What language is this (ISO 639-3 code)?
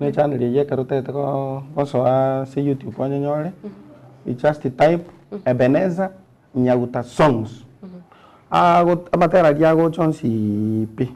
guz